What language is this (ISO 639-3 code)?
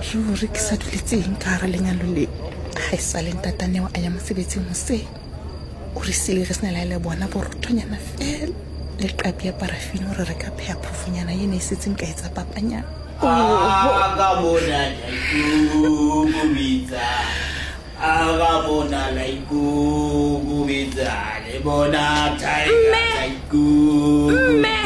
sot